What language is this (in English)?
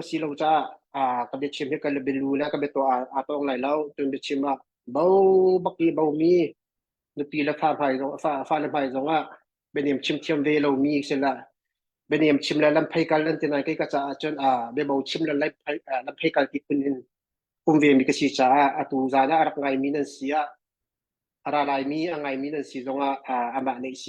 Hakha Chin